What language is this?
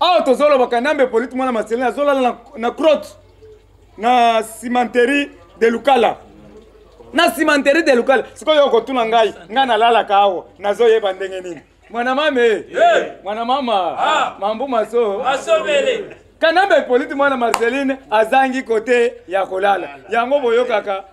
Lingala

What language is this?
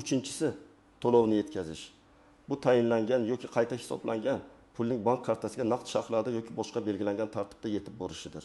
Uzbek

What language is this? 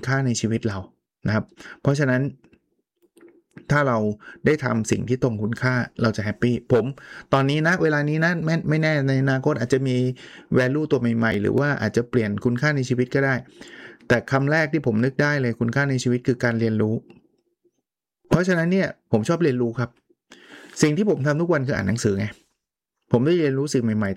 Thai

